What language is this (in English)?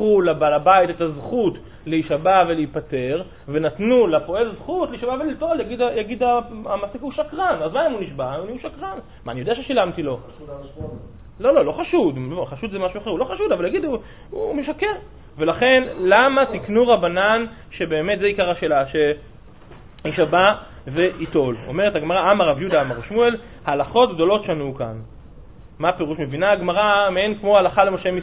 Hebrew